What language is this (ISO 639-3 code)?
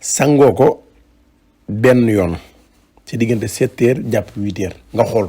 wol